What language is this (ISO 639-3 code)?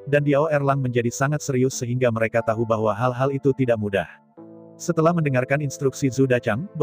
ind